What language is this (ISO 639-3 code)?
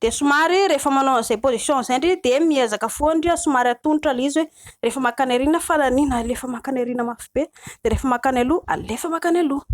mlg